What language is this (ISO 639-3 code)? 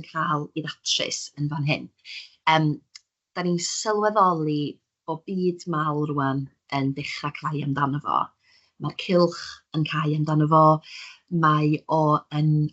cym